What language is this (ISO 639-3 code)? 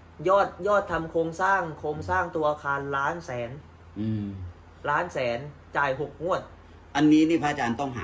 tha